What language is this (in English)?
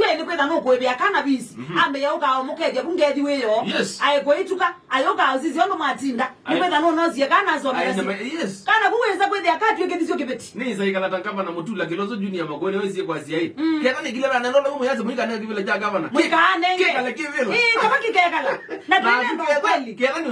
Kamba